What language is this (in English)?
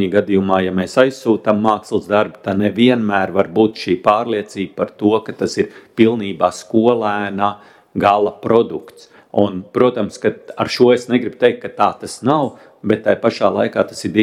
Latvian